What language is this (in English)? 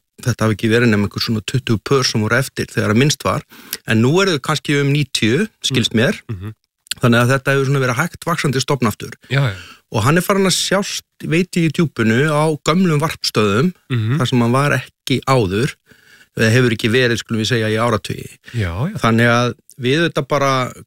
Icelandic